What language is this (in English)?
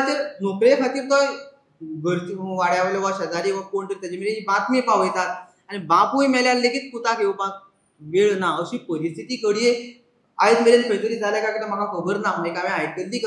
Konkani